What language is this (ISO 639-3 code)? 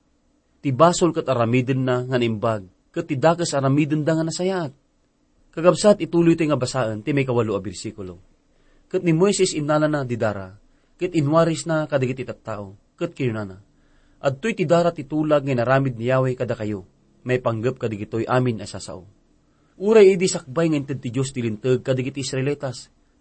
ilo